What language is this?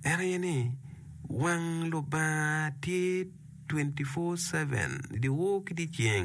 Acoli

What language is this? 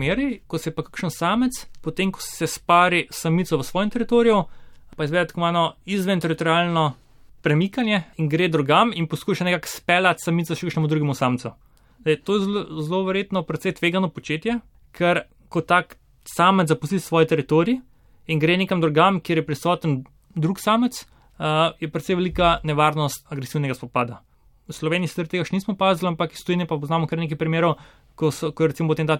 Slovenian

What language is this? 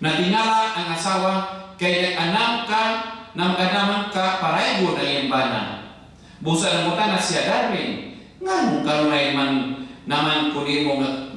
Cebuano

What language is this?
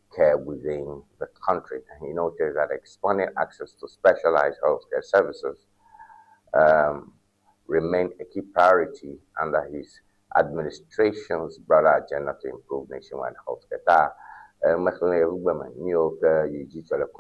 Ewe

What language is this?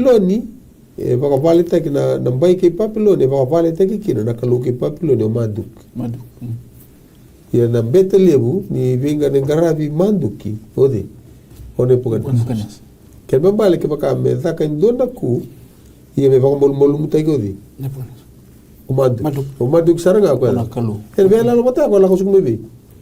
Fijian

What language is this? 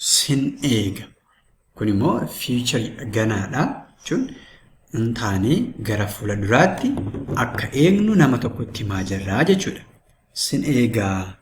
Oromo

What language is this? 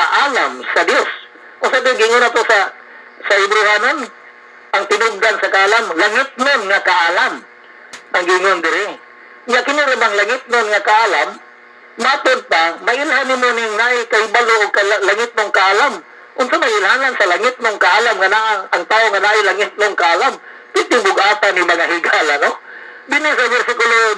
Cebuano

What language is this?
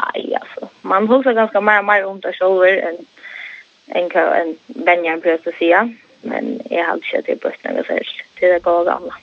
Faroese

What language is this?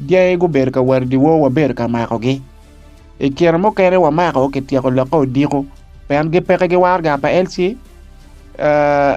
Acoli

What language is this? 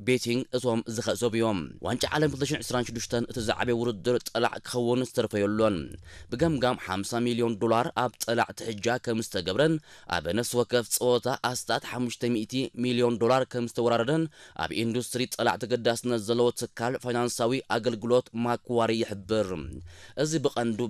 Tigrinya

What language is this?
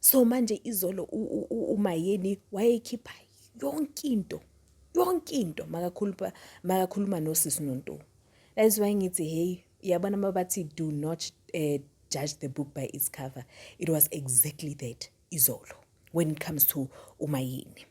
Zulu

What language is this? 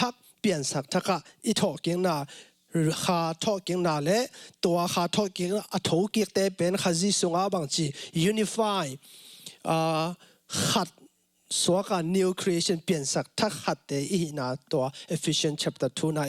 Tedim Chin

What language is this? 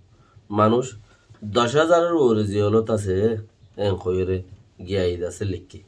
Rohingya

